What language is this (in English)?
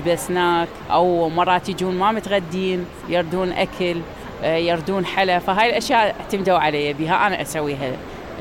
Mesopotamian Arabic